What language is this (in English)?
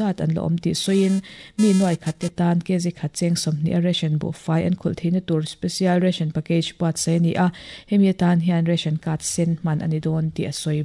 Mizo